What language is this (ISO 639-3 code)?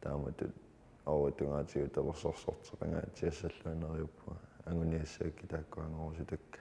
kal